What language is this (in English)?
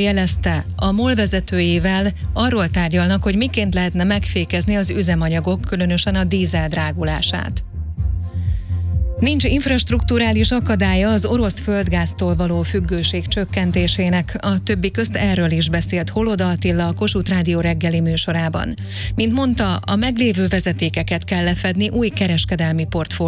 Hungarian